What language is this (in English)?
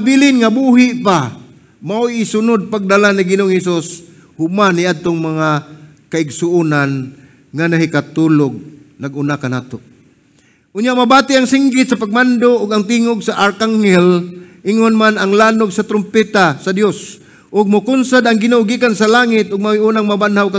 Cebuano